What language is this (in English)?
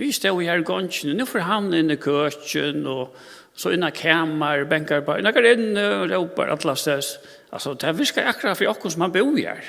Faroese